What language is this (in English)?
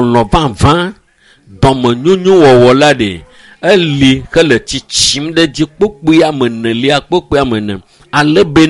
Ewe